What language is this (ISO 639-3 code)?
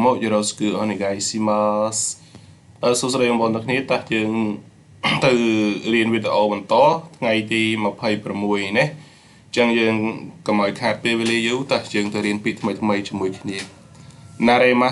khm